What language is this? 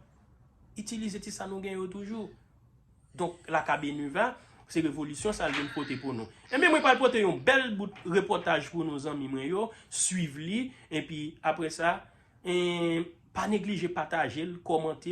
Haitian Creole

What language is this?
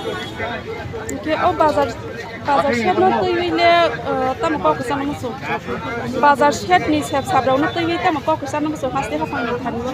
Kok Borok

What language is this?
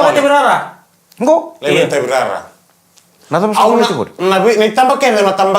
Fijian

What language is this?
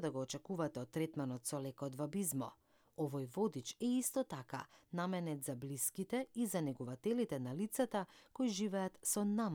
Macedonian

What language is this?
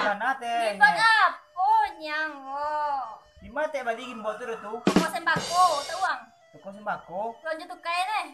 Minangkabau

